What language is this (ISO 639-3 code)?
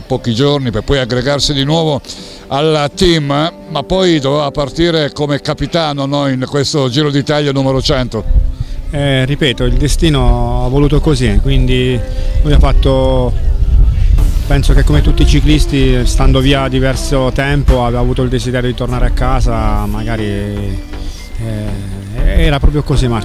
ita